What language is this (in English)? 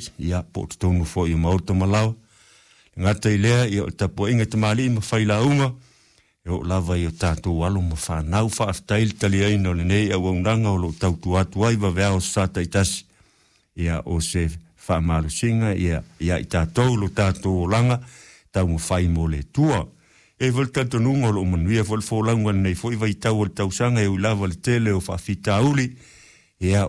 Samoan